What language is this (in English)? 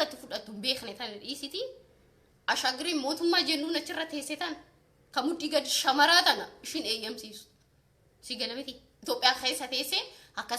Oromo